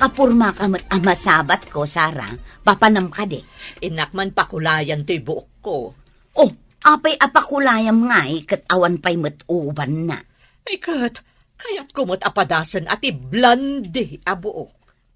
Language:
Iloko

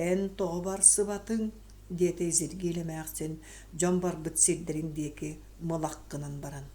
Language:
Yakut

